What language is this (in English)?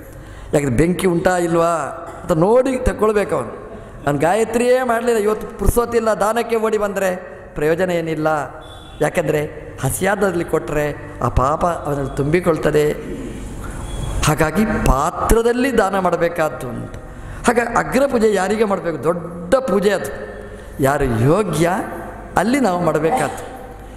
Kannada